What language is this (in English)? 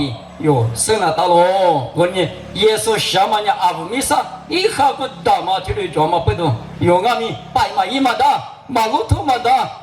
Lisu